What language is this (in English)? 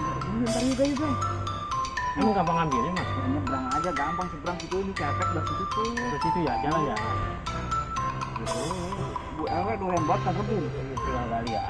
Betawi